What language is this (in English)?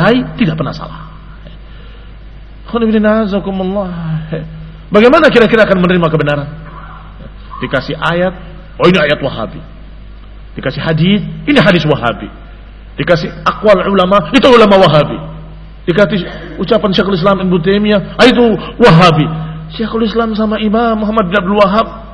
Indonesian